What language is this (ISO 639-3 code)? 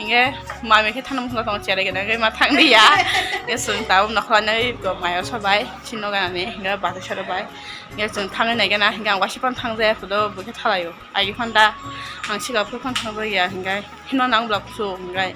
trp